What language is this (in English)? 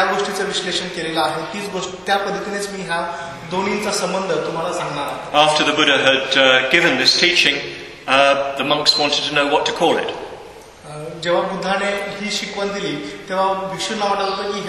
Marathi